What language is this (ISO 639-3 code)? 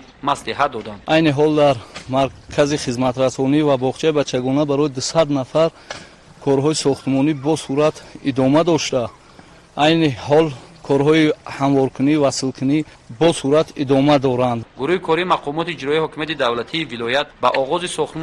tgk